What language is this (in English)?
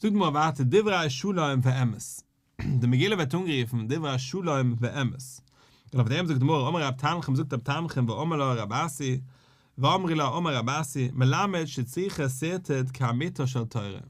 Yiddish